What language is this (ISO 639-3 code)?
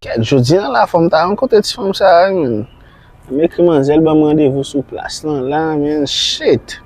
hat